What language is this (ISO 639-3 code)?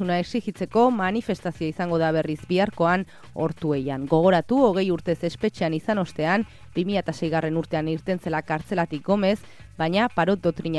eus